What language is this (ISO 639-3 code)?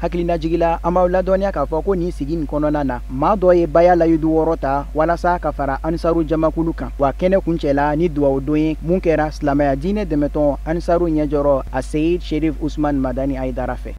bam